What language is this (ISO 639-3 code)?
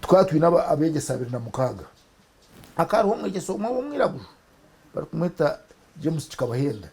nyn